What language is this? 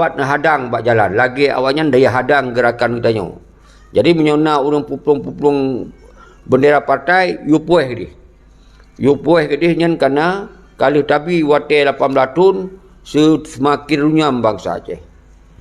Achinese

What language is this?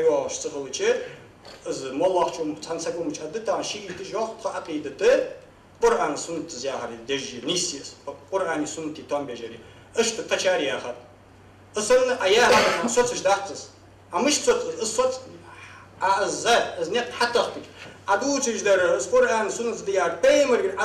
Ingush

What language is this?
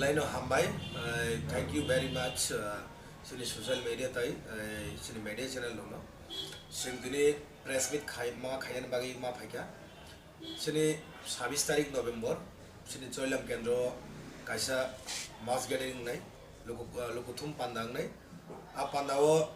Kok Borok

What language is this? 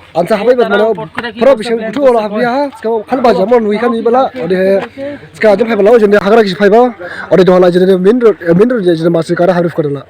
Dimasa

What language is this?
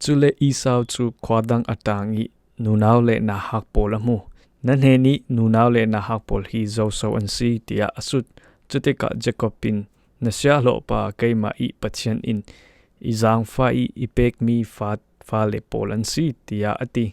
Falam Chin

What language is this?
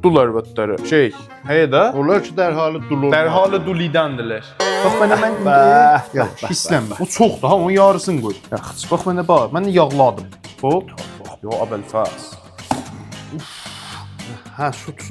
South Azerbaijani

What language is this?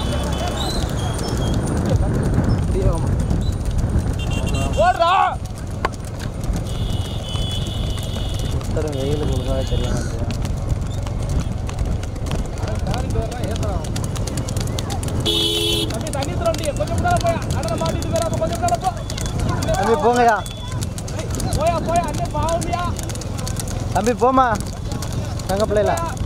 Tamil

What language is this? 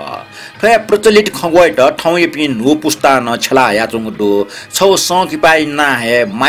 Newari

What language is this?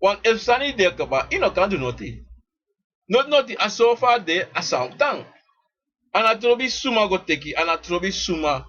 Sranan Tongo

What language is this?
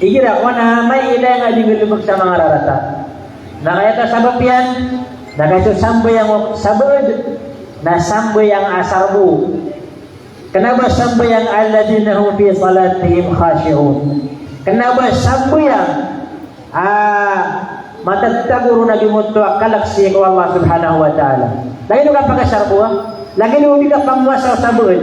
Maranao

